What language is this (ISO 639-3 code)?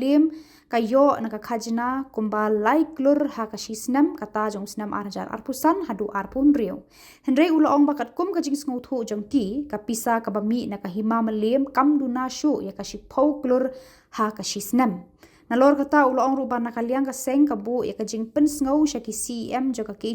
kha